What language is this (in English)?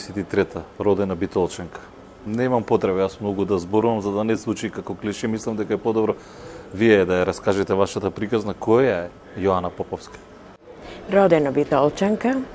Macedonian